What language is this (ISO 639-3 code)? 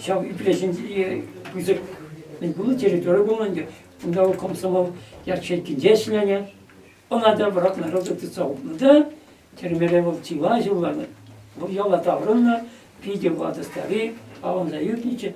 chv